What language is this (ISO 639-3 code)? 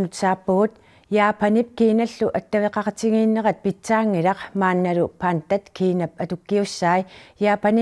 kal